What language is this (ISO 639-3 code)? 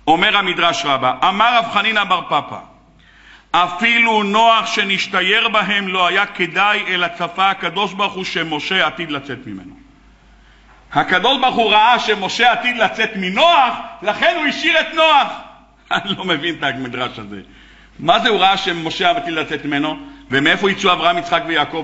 heb